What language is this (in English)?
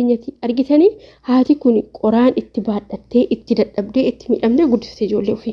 Oromo